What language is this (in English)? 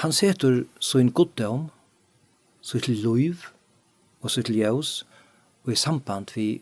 Faroese